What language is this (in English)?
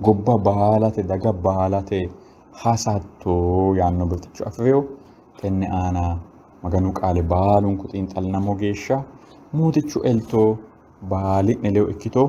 Sidamo